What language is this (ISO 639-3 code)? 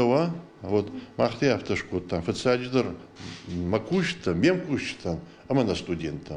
oss